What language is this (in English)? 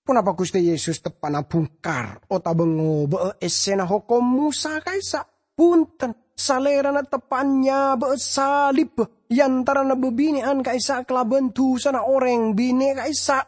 Madurese